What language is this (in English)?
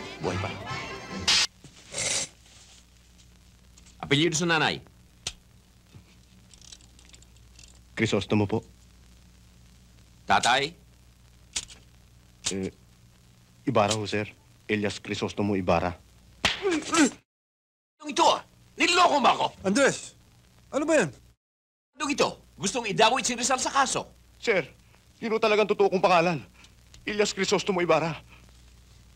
Filipino